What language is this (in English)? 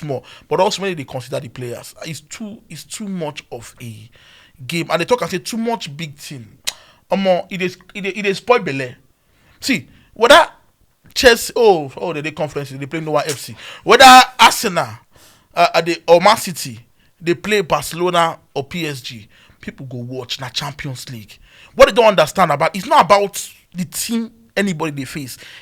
Nigerian Pidgin